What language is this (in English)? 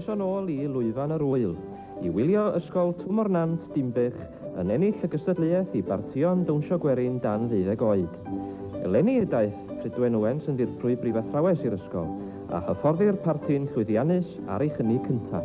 Welsh